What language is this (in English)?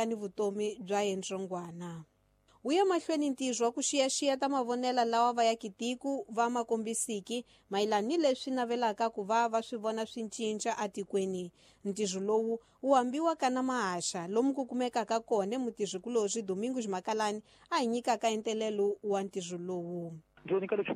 Tsonga